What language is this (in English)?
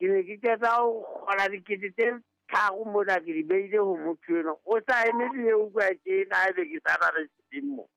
Southern Sotho